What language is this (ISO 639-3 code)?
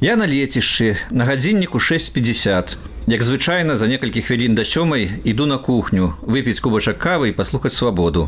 bel